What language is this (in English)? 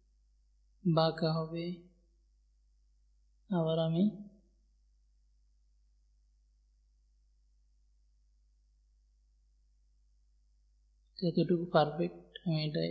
Bangla